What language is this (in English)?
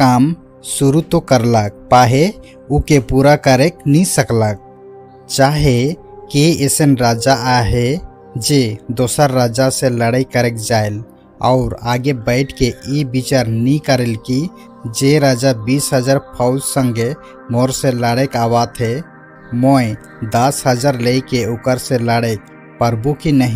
Sadri